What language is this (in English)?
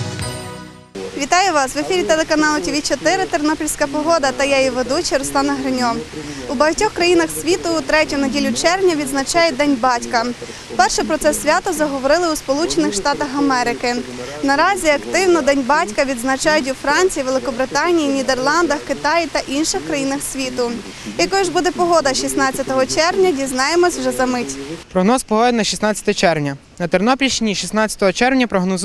Ukrainian